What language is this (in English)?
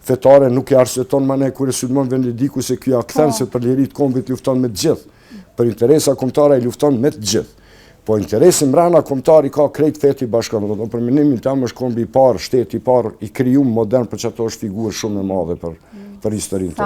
Albanian